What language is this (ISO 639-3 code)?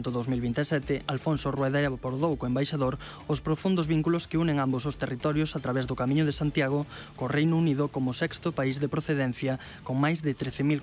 glg